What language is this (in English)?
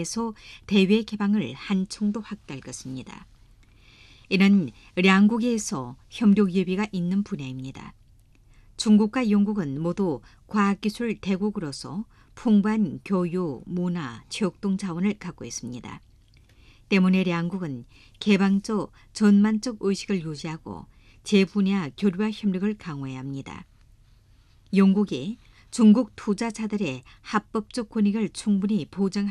Korean